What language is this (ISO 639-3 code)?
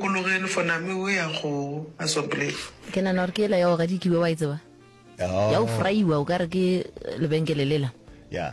nso